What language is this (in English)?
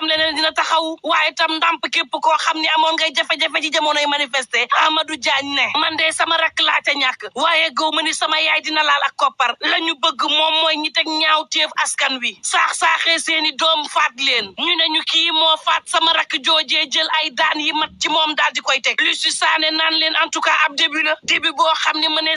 Wolof